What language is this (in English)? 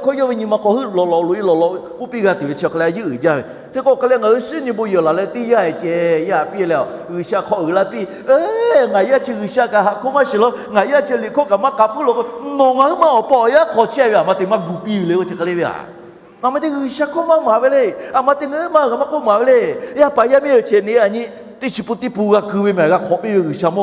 Lahu